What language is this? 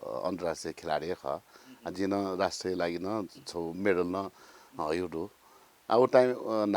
Newari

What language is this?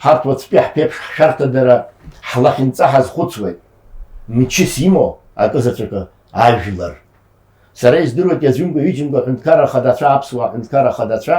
Abkhazian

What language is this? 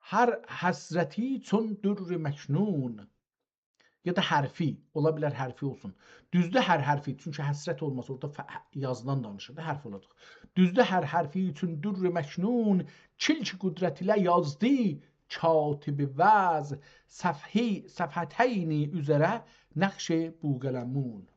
South Azerbaijani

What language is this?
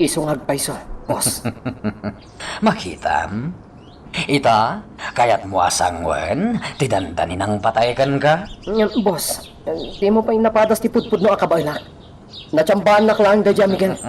Iloko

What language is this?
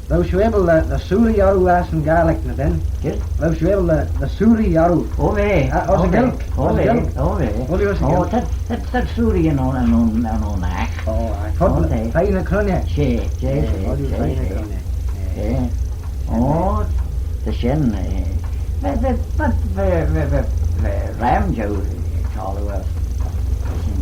Manx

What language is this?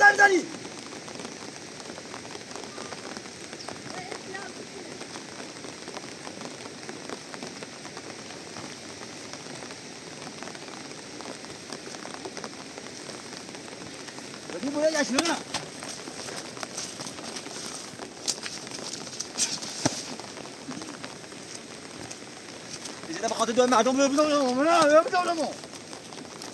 Persian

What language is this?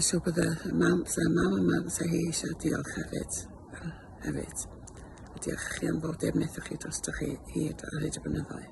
Welsh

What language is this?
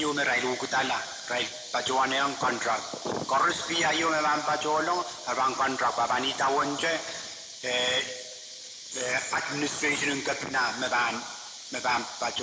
Pohnpeian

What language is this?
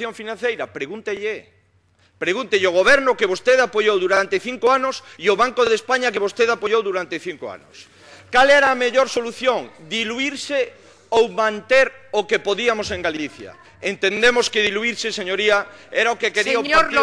Galician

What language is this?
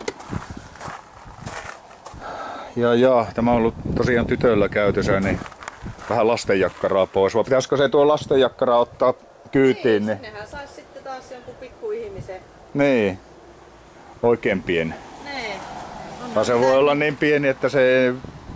Finnish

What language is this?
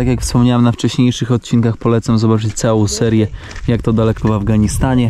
Polish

